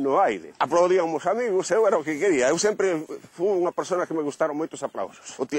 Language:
Galician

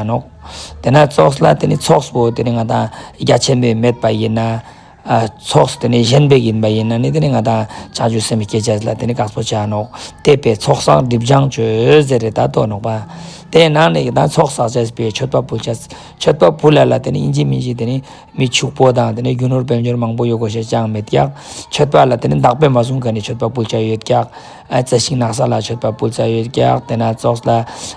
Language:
Ladakhi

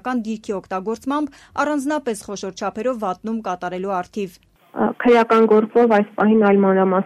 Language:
Armenian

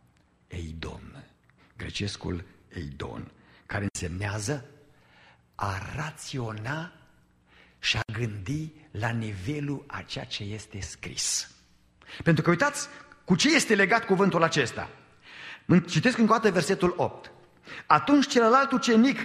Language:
Romanian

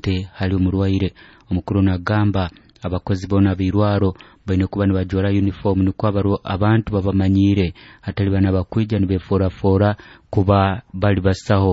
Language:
Nyoro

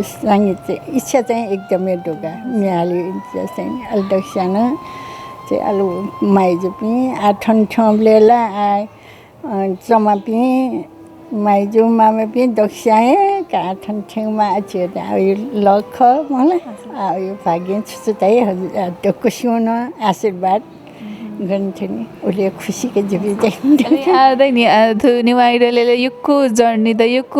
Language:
Newari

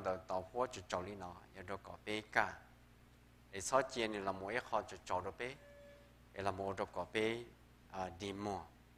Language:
Hmong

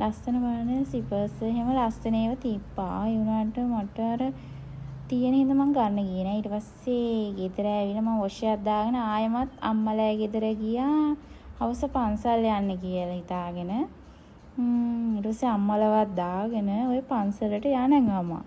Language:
Sinhala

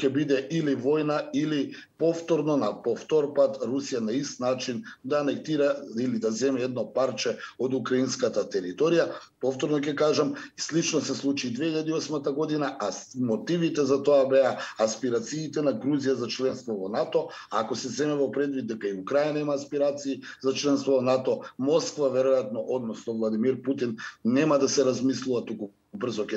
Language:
Macedonian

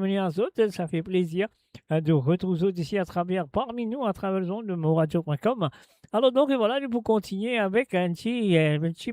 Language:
Morisyen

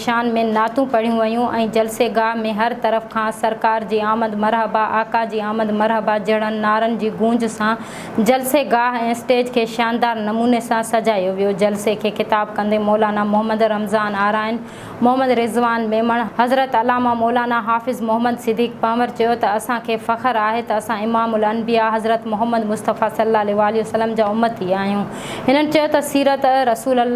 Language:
Sindhi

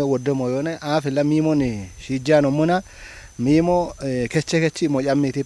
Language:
Kafa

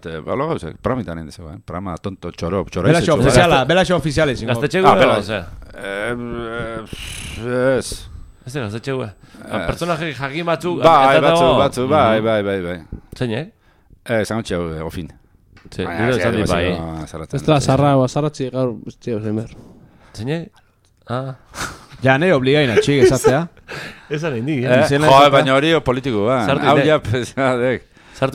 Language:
Basque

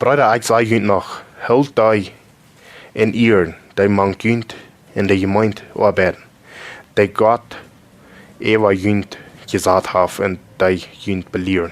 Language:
Plautdietsch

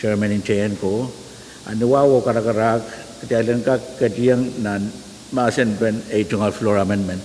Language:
Pohnpeian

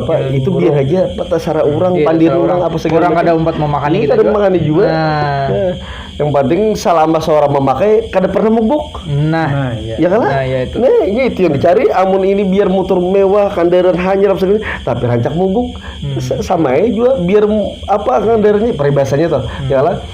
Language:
Banjar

